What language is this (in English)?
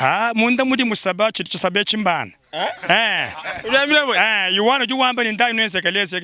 Luba-Lulua